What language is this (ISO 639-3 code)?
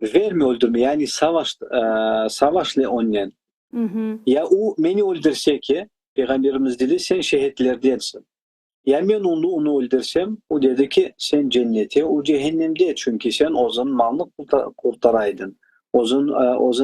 crh